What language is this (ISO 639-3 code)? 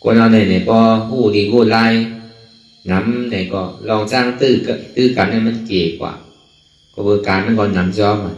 shn